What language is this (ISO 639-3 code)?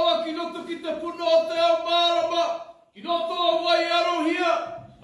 mri